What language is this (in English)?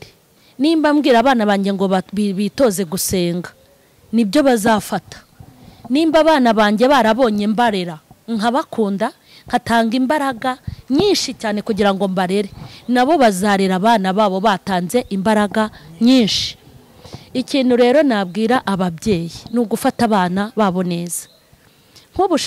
Kinyarwanda